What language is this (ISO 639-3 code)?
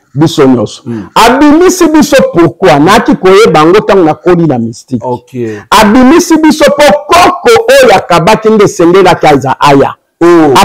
lin